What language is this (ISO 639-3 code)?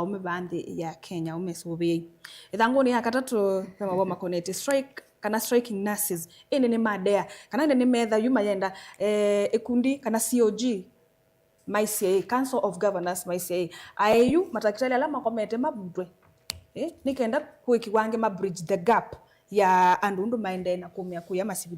kam